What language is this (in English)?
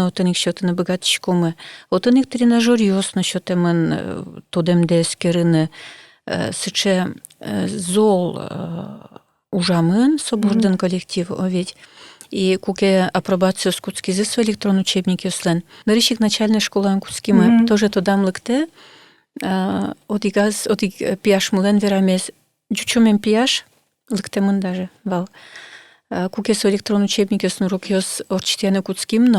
Udmurt